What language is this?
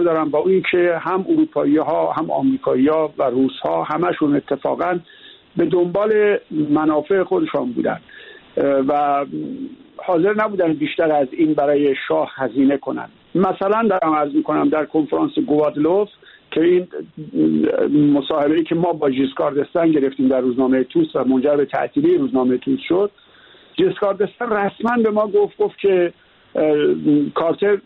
Persian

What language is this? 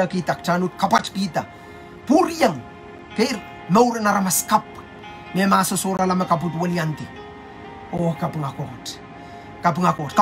Pohnpeian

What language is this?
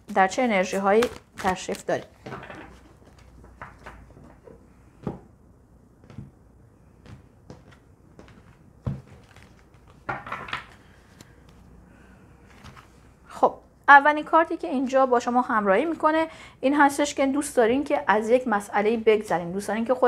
Persian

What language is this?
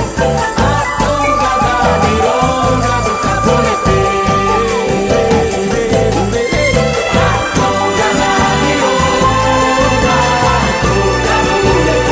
Portuguese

